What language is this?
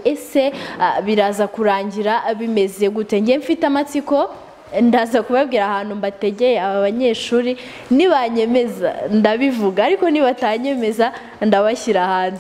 Kinyarwanda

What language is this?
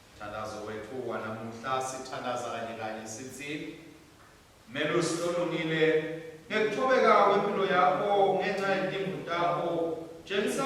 Swati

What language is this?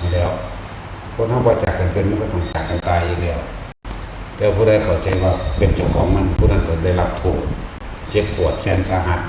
Northeastern Thai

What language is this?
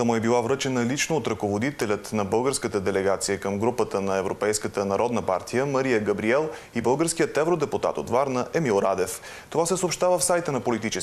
Bulgarian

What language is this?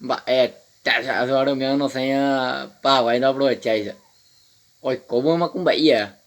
Guarani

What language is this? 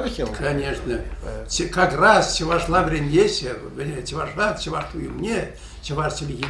Chuvash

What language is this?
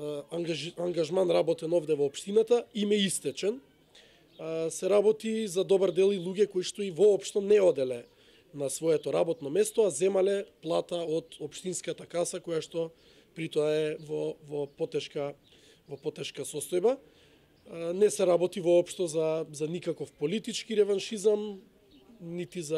Macedonian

